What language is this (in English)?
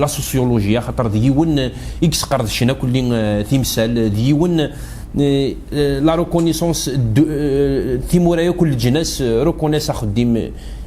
Kabyle